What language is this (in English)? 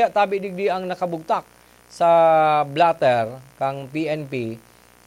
Bikol